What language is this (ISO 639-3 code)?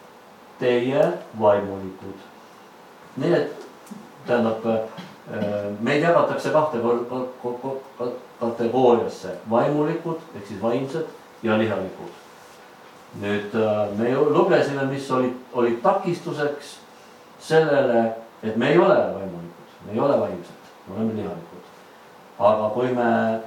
est